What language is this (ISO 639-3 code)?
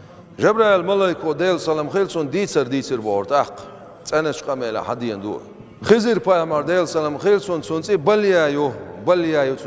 che